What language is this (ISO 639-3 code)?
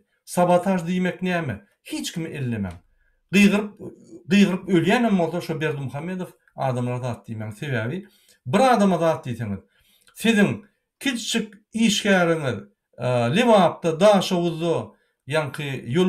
tuk